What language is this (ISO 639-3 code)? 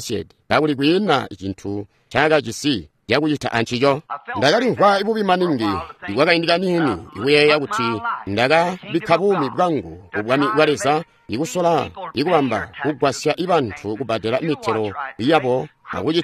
toi